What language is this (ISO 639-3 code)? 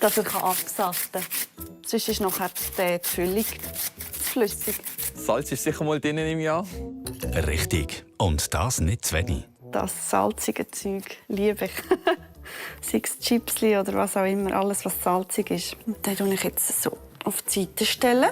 gsw